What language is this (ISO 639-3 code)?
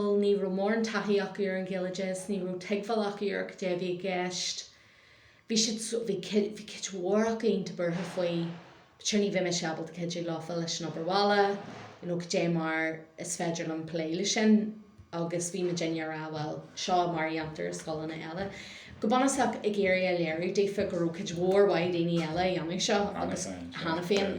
gle